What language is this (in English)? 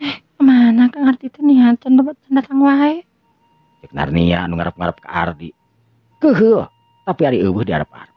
Sundanese